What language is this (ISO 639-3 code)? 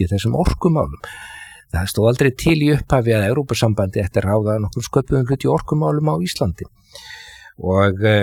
isl